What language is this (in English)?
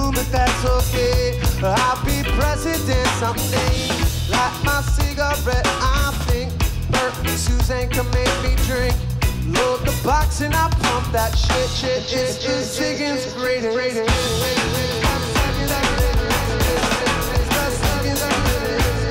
English